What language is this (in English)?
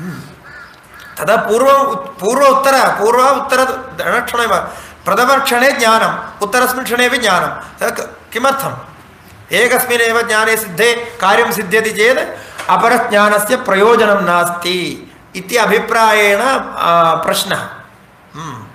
Sanskrit